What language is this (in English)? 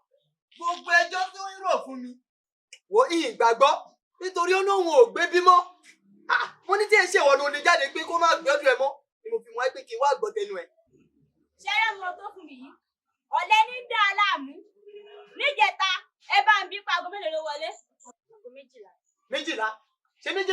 Yoruba